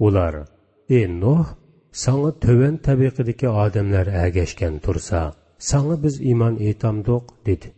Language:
Uyghur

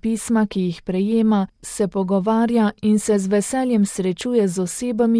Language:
Slovenian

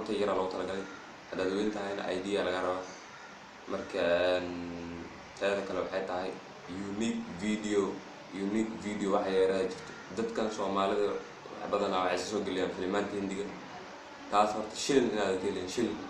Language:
Somali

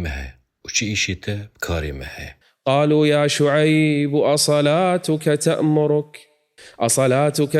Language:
Kurdish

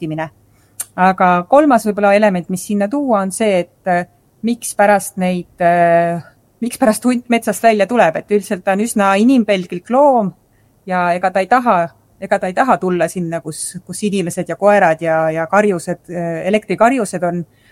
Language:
Estonian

